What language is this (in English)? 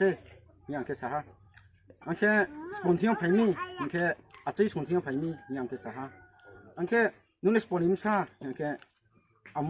Riang (India)